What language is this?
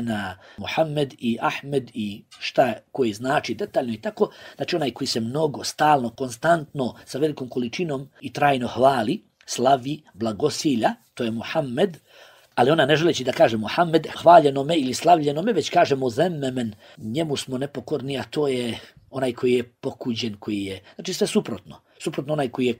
Bosnian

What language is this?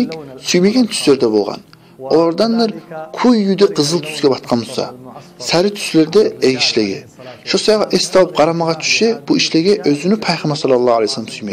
Kumyk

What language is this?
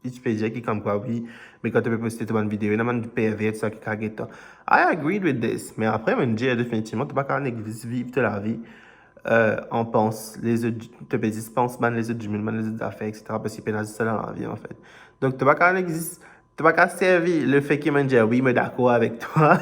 Morisyen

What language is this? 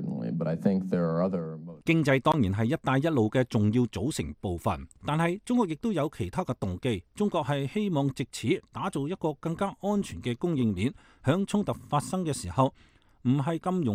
Cantonese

